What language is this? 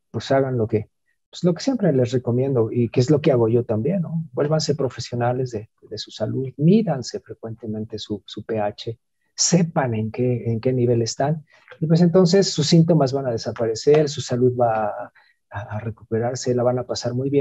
Spanish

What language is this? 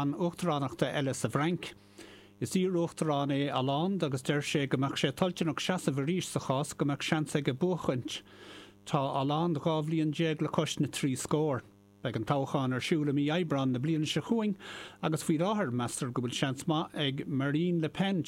Irish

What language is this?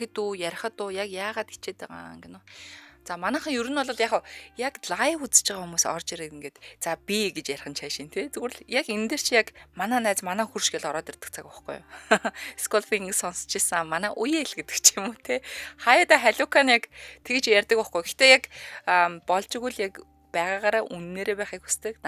Mongolian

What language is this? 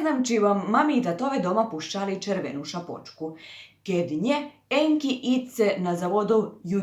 Rusyn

